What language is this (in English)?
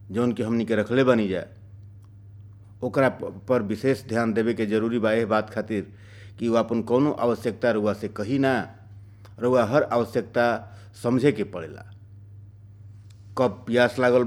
Bhojpuri